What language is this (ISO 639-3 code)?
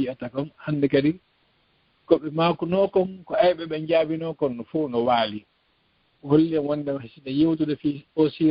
ful